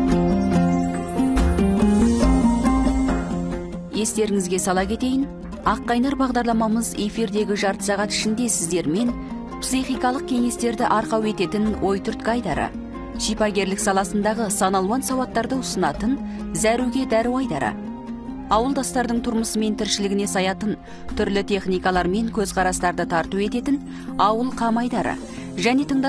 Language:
Kazakh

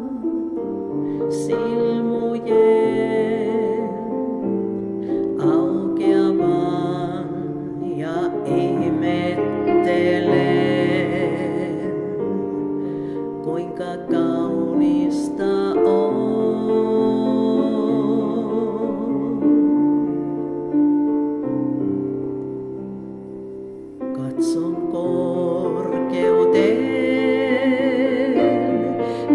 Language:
Finnish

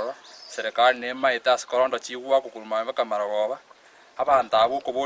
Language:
Gusii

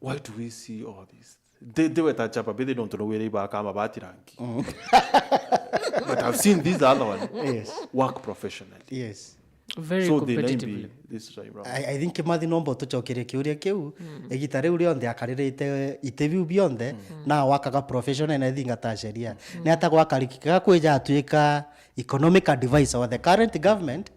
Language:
Meru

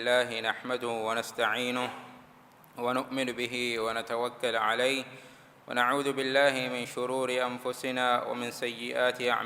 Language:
Divehi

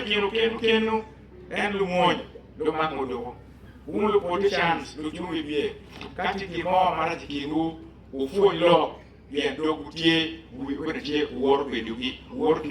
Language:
Acoli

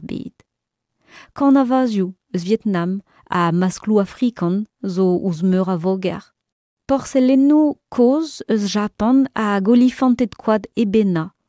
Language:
Breton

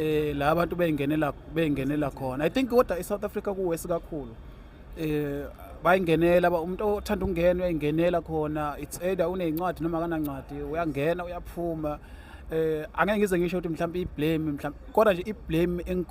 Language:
Zulu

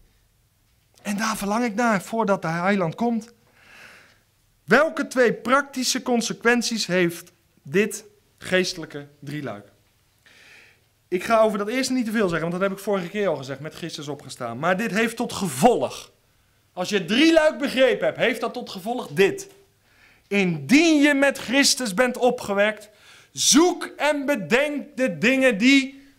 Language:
Dutch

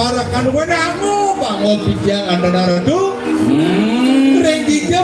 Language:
Balinese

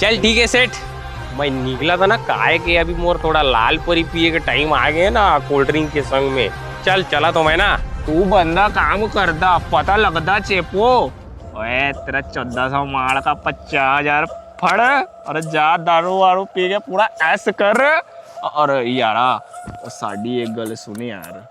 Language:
Chhattisgarhi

